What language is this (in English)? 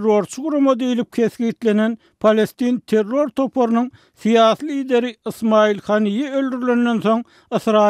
Turkmen